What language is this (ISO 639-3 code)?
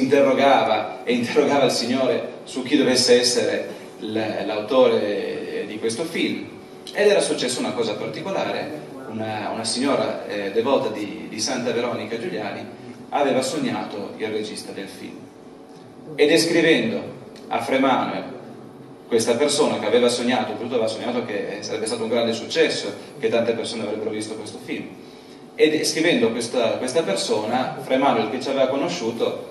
ita